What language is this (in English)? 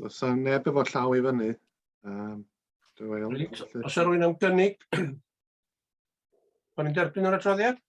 Welsh